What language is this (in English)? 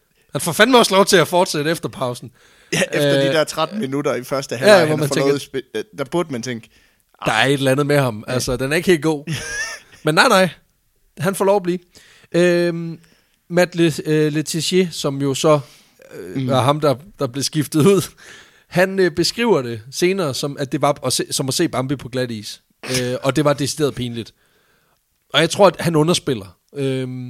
Danish